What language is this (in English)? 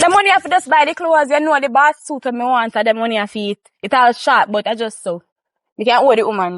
Jamaican Creole English